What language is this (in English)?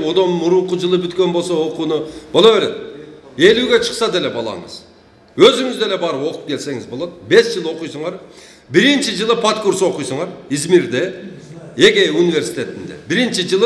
Kyrgyz